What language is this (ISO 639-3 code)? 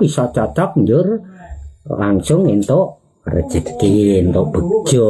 jav